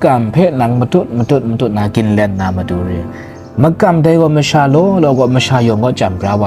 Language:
Kachin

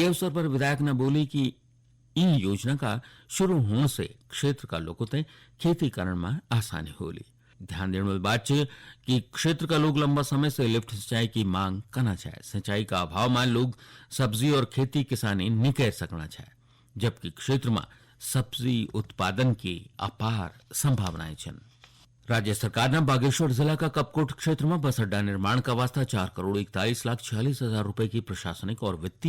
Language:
Garhwali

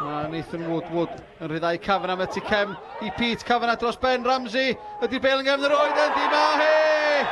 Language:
Welsh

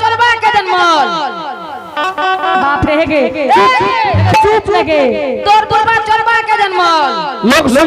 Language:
Angika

